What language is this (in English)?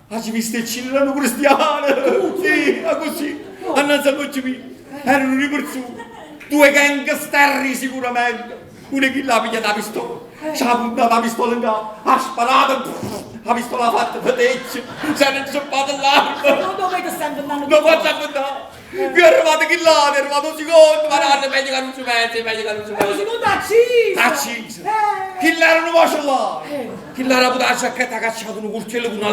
Neapolitan